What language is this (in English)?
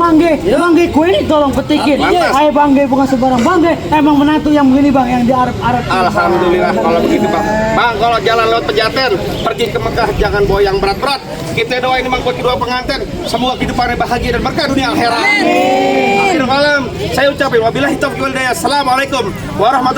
Betawi